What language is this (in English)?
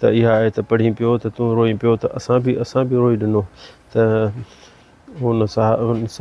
Sindhi